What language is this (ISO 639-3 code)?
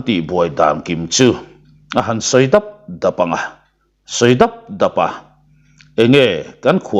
lus